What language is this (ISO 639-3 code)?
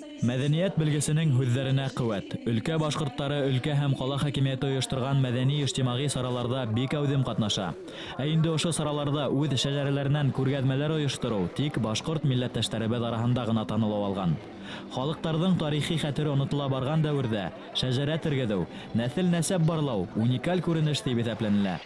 bak